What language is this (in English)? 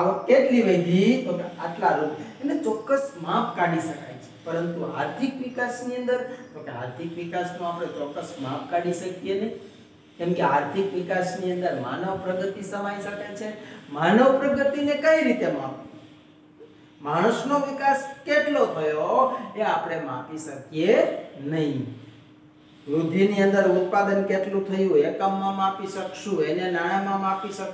Gujarati